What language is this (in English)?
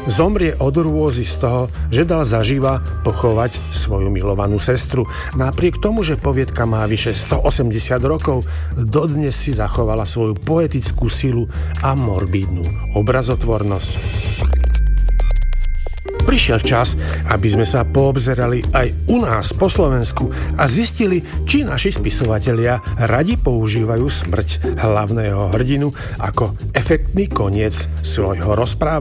Slovak